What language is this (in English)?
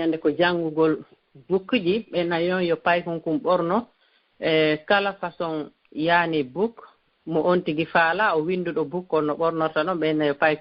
Fula